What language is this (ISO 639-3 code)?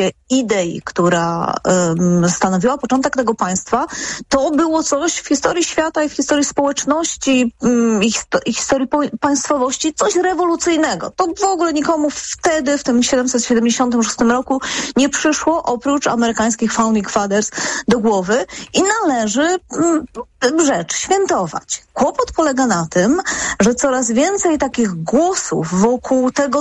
pol